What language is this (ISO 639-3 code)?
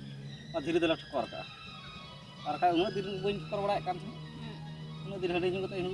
sat